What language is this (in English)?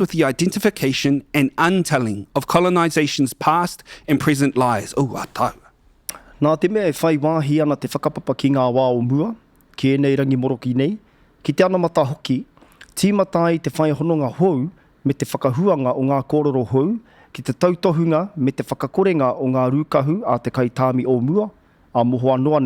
Māori